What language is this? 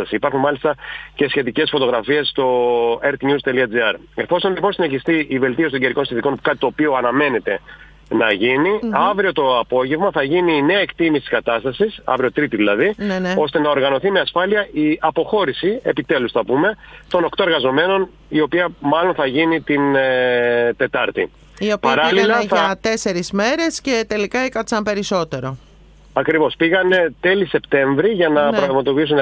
Greek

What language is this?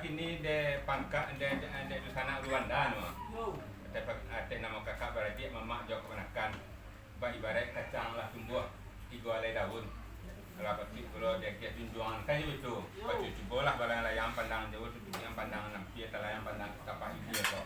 Minangkabau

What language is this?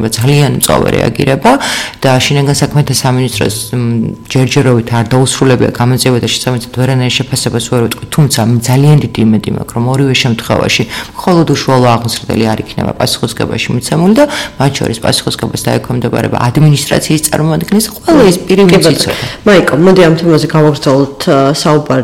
Georgian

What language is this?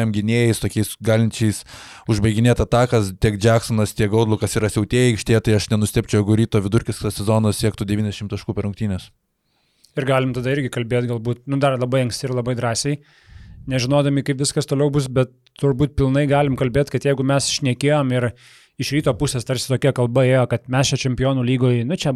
Lithuanian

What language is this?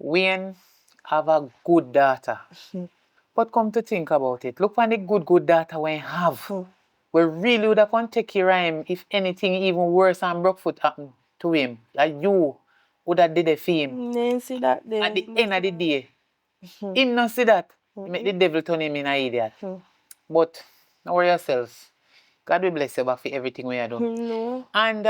Jamaican Creole English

